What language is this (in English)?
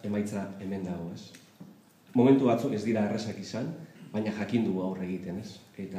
Basque